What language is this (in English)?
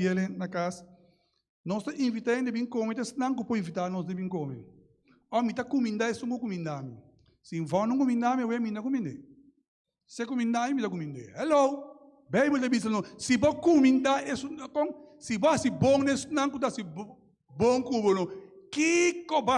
Papiamento